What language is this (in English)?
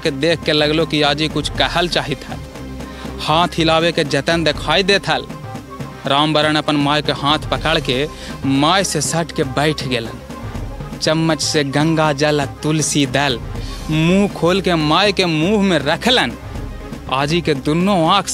Magahi